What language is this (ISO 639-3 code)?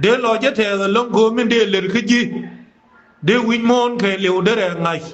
nus